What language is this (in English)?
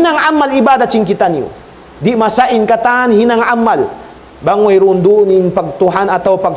Tausug